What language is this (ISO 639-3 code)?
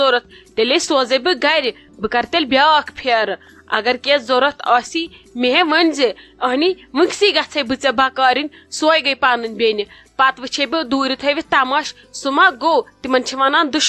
kas